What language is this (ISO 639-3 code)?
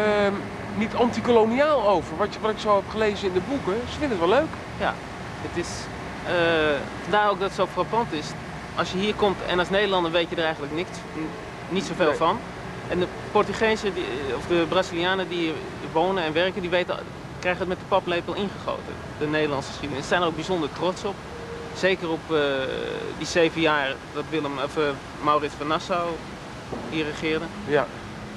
nld